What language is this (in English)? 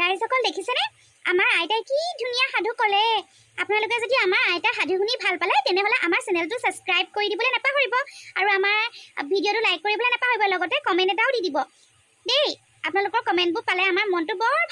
Assamese